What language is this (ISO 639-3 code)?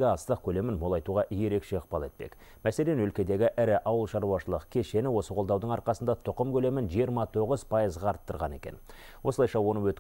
kaz